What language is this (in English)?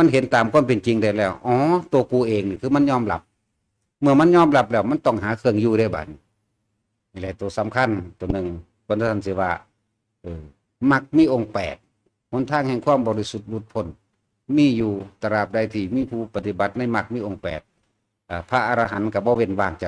Northeastern Thai